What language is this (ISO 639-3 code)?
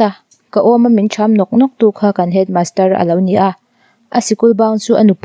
lus